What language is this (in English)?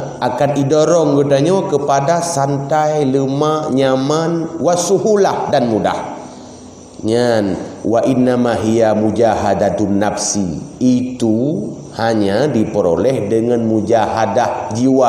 Achinese